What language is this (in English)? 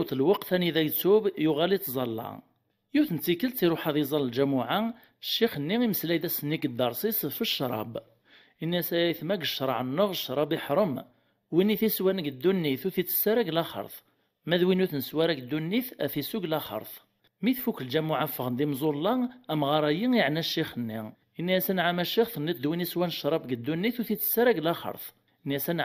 Kabyle